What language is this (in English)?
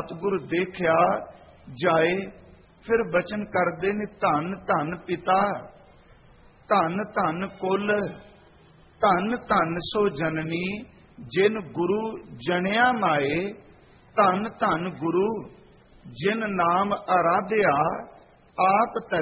Punjabi